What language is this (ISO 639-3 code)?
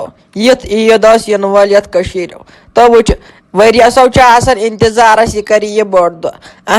kas